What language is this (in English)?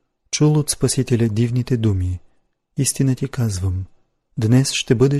Bulgarian